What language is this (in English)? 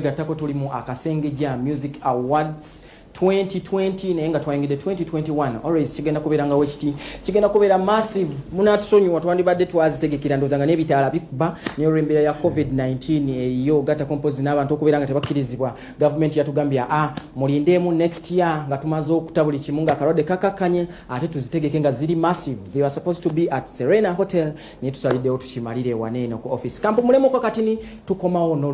Ganda